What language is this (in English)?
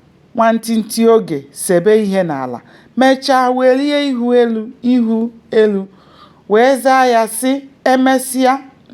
Igbo